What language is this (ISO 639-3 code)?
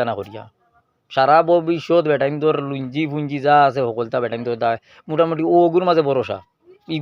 syl